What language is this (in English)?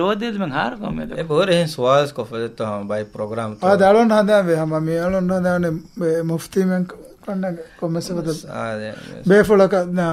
Divehi